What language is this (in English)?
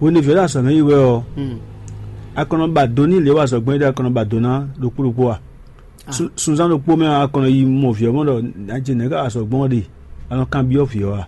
Fon